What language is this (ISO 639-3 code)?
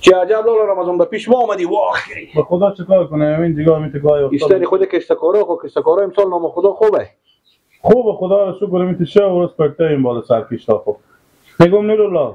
fas